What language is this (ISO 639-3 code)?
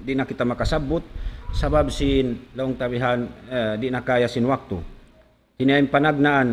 tsg